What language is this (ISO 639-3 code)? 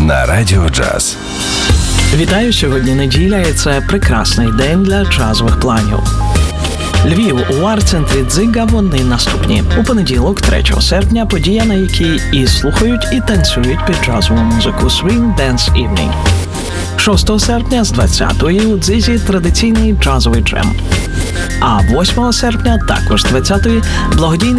ukr